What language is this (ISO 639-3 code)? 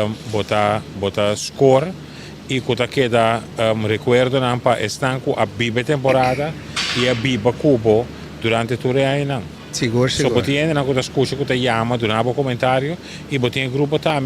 pap